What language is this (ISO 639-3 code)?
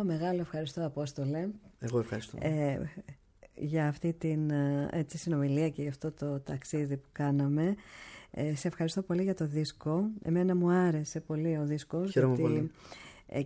ell